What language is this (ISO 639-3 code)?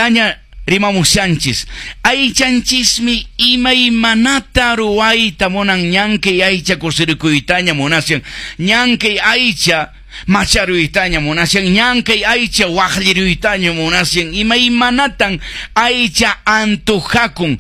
que